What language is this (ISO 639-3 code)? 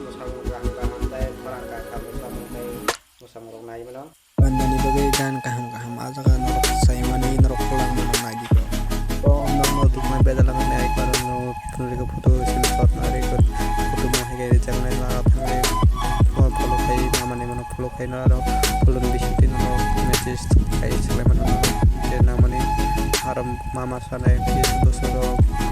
trp